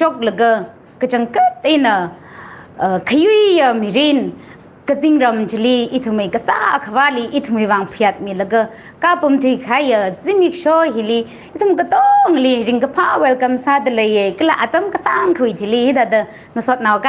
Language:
Tangkhul Naga (India)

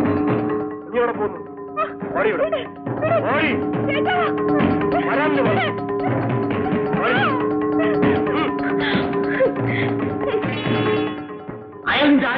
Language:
Malayalam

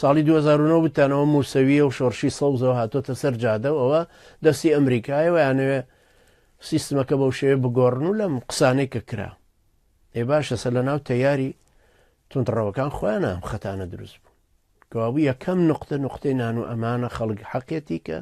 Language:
Central Kurdish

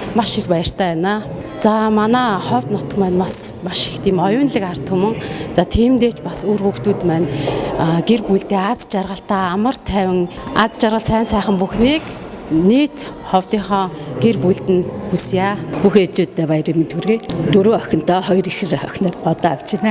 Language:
Mongolian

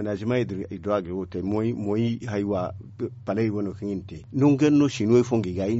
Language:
Zarma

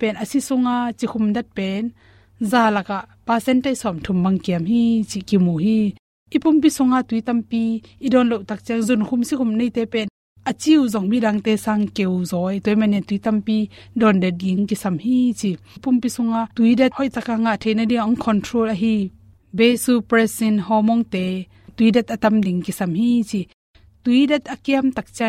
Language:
Tedim Chin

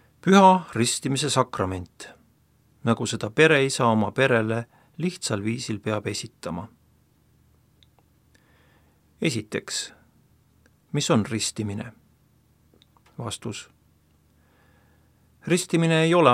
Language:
Estonian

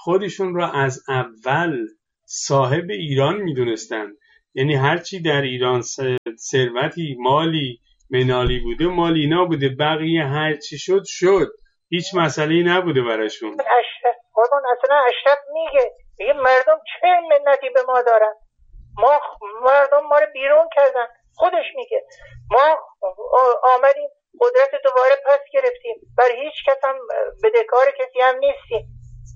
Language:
Persian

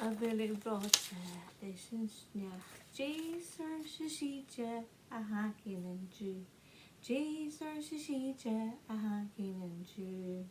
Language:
Scottish Gaelic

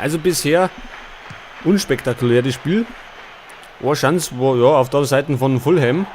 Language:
Bavarian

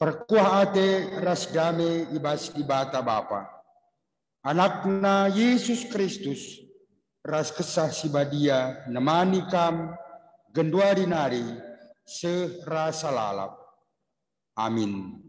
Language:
Batak Karo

